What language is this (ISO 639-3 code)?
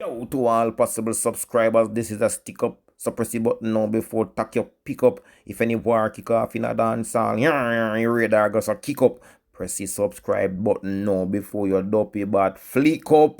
jam